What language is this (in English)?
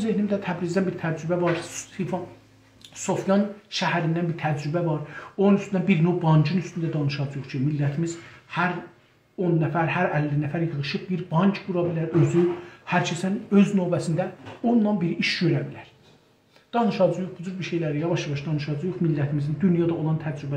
South Azerbaijani